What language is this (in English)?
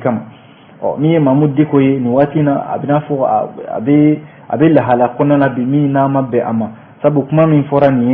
Bambara